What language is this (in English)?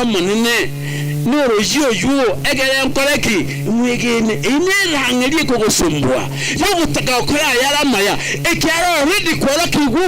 Gusii